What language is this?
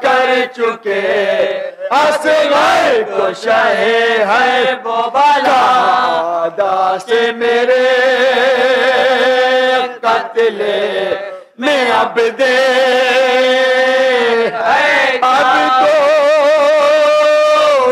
Urdu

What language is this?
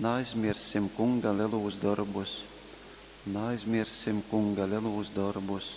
Latgalian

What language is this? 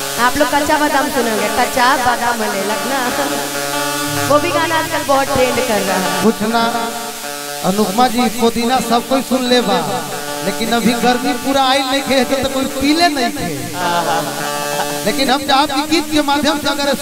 Bhojpuri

